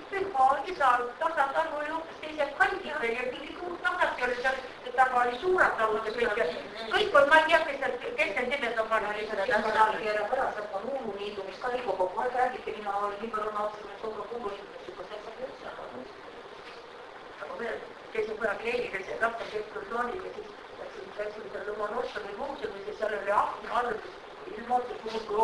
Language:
Estonian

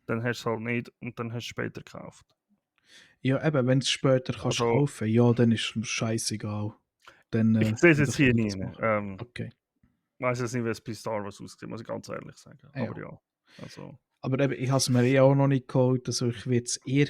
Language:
Swiss German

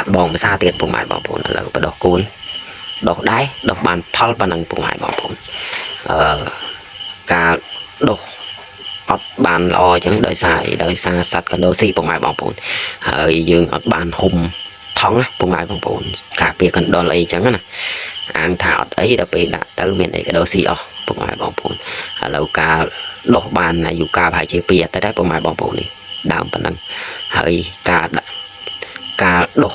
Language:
Khmer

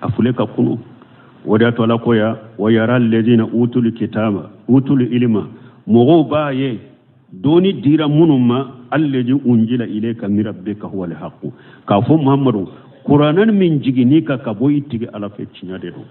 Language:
Bambara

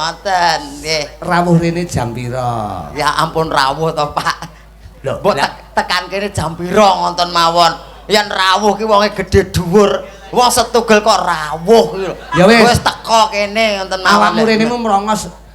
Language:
Javanese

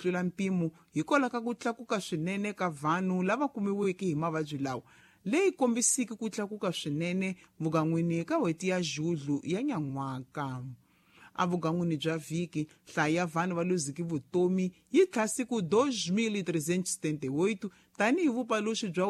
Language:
Tsonga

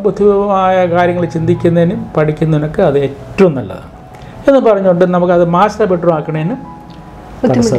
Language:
Malayalam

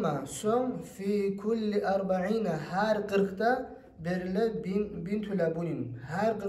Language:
Kumyk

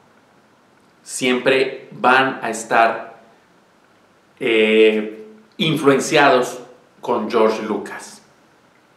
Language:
Spanish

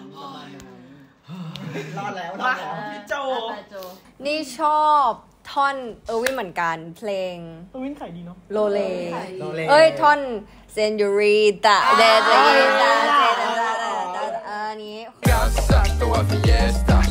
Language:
Thai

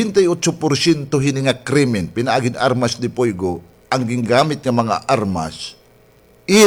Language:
Waray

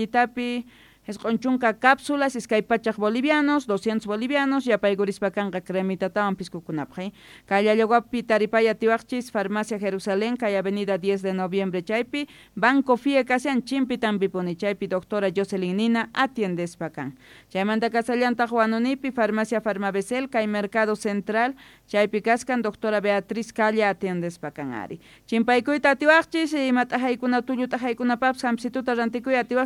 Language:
South Bolivian Quechua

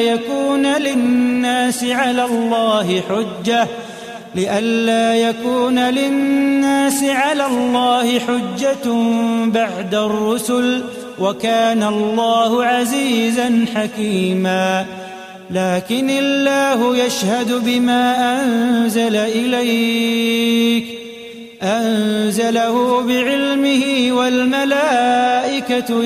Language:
Arabic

